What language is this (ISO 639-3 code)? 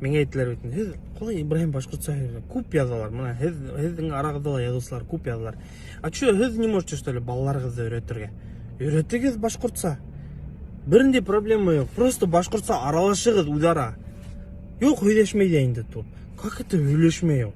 bak